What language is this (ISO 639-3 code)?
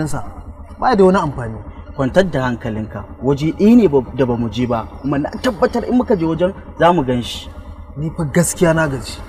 hau